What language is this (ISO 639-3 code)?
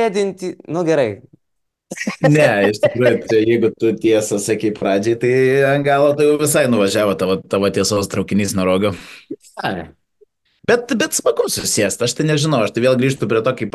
lit